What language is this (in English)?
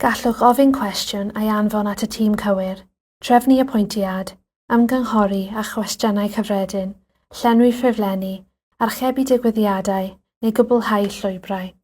Welsh